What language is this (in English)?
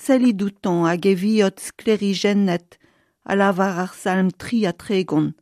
Breton